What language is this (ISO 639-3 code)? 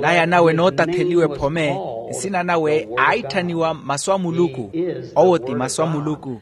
vmw